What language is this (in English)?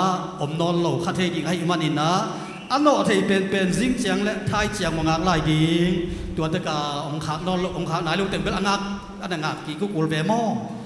Tedim Chin